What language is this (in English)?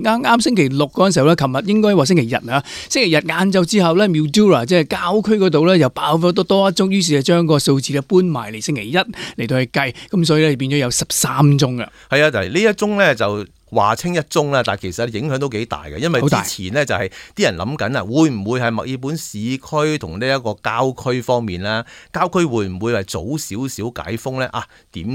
Cantonese